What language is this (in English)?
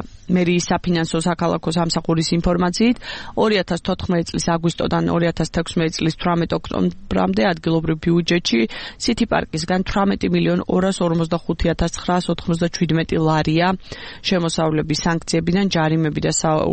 Georgian